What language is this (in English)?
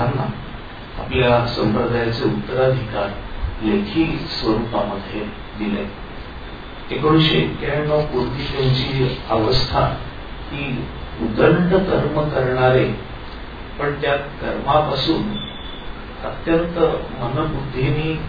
Marathi